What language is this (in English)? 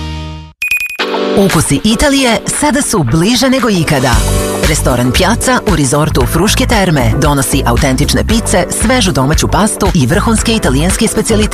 Serbian